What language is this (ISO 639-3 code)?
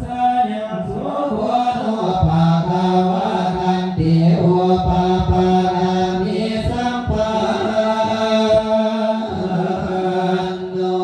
pli